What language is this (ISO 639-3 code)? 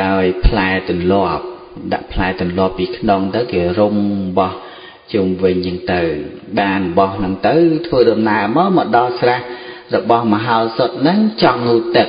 khm